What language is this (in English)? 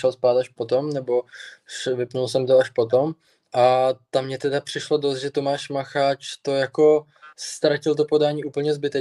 Czech